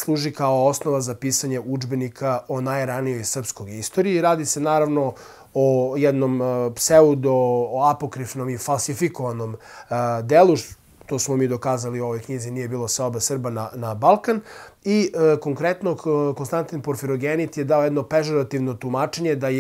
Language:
Serbian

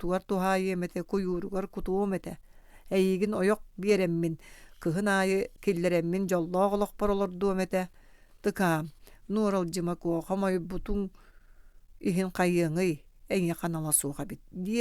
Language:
Yakut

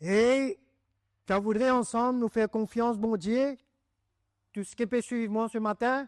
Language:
Morisyen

